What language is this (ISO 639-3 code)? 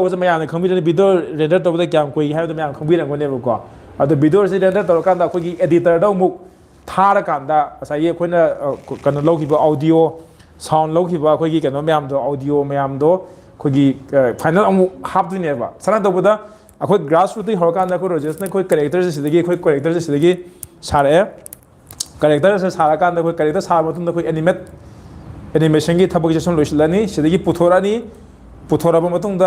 mni